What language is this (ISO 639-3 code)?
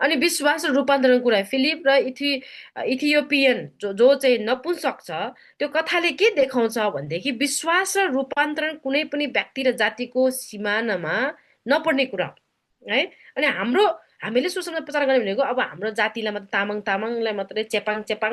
nep